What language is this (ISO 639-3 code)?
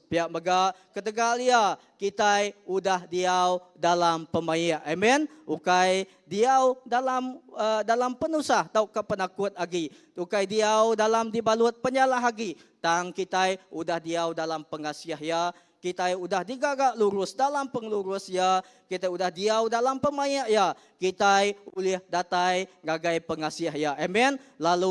iba